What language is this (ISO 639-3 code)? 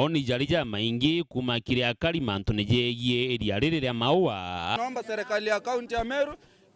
mer